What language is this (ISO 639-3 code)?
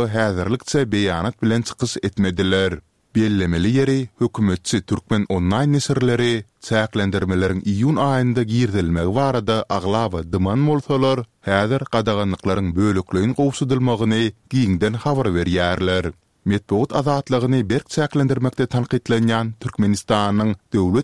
tuk